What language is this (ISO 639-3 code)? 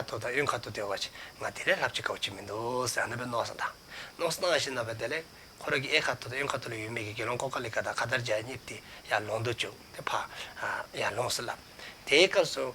dzo